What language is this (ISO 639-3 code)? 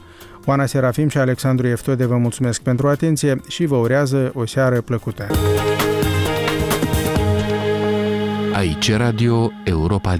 ron